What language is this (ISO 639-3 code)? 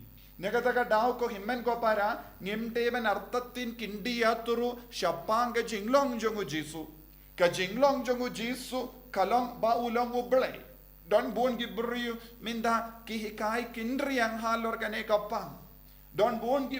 kha